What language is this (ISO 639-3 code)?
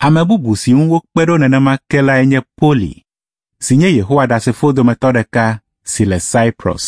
ewe